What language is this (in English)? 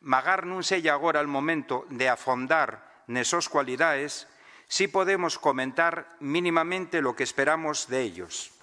Asturian